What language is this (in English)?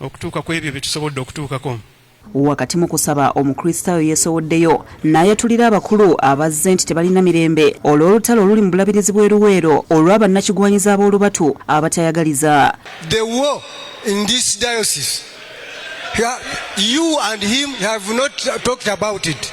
Ganda